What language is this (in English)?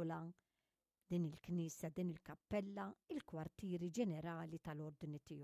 Maltese